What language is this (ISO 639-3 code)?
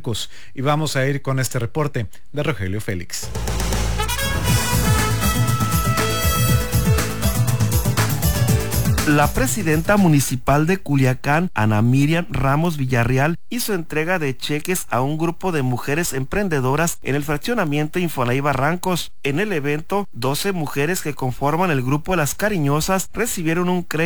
spa